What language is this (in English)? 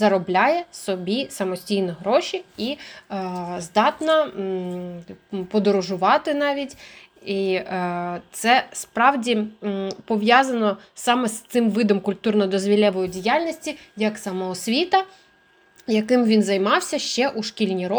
Ukrainian